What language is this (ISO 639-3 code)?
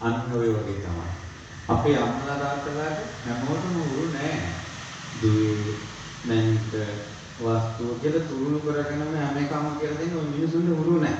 sin